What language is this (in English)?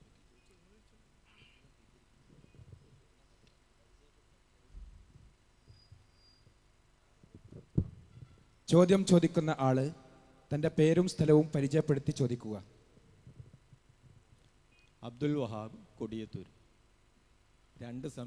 Malayalam